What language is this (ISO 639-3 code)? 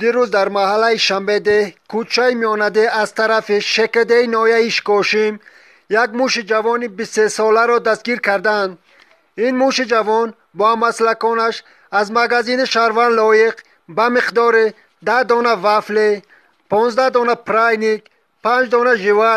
tgk